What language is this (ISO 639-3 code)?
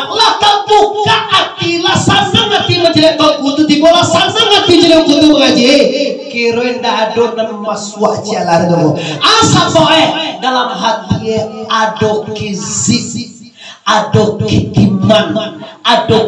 min